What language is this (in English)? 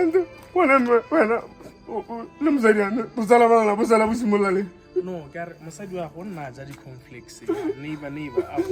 Tswana